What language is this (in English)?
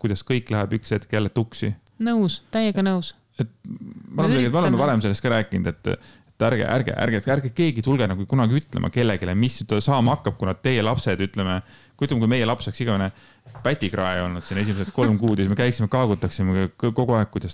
Estonian